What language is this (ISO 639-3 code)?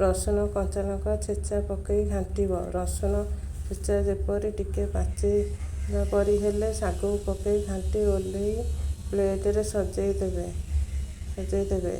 ori